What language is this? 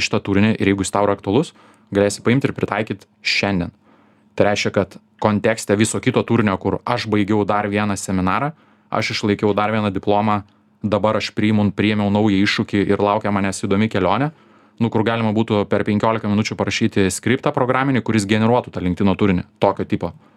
Lithuanian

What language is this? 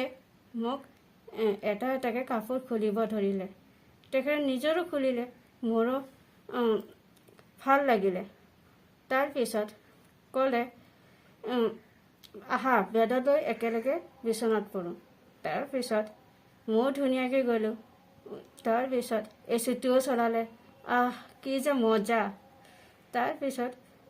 Assamese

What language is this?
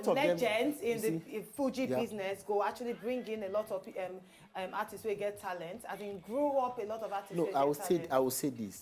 Nigerian Pidgin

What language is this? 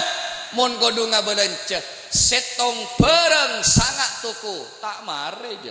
Madurese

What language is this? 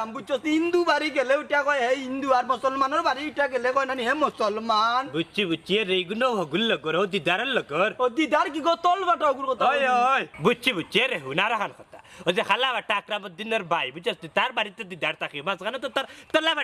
Sylheti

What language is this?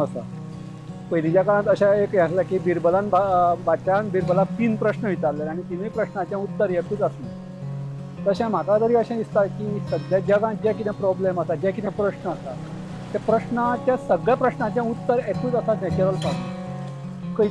Konkani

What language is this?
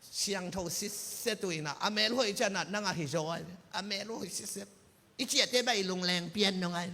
Tedim Chin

